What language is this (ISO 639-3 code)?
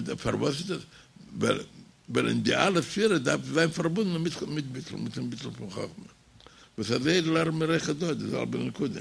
yid